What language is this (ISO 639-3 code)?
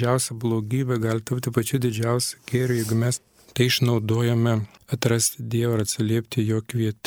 lit